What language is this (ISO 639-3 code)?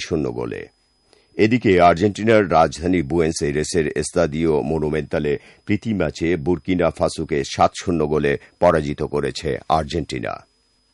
ben